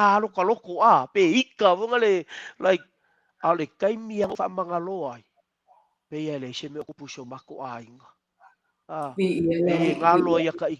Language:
Samoan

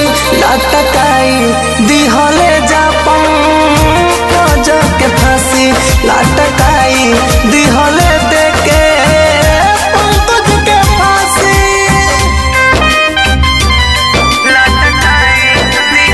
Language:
Bhojpuri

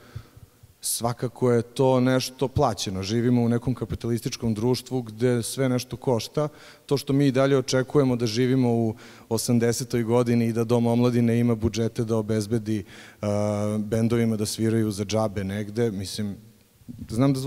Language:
Serbian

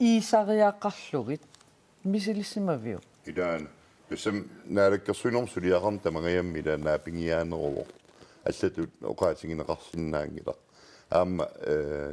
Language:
Kalaallisut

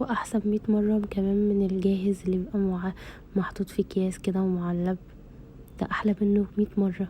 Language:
Egyptian Arabic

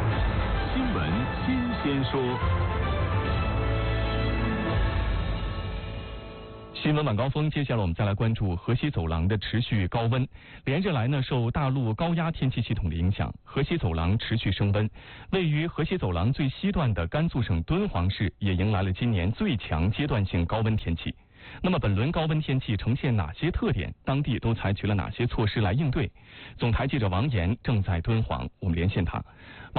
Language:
Chinese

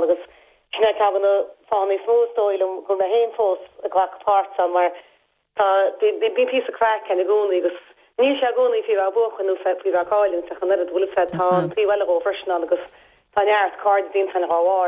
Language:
Irish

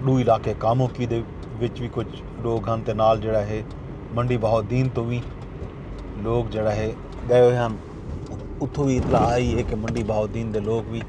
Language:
Saraiki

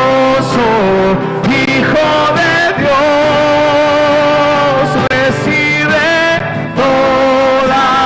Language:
Aymara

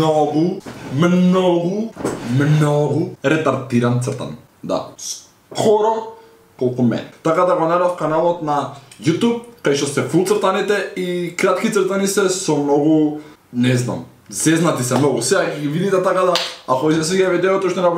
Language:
Macedonian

